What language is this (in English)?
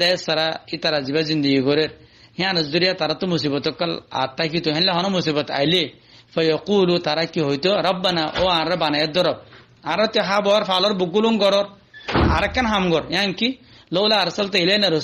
Rohingya